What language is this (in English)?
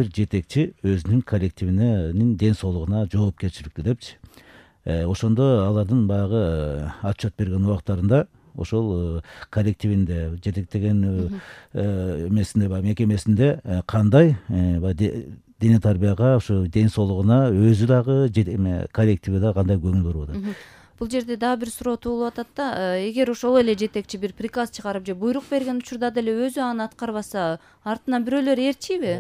Kyrgyz